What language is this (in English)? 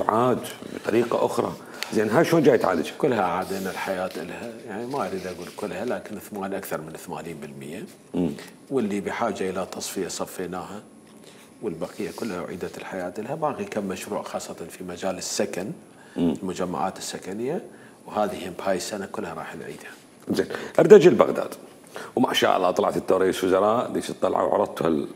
Mesopotamian Arabic